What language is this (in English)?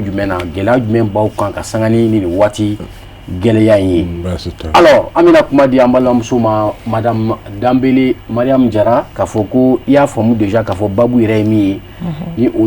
Bambara